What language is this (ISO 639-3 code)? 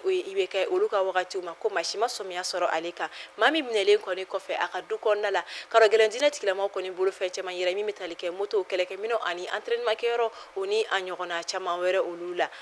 bam